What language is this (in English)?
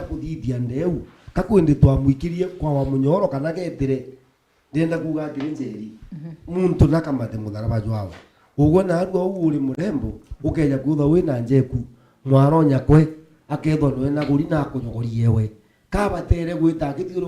Meru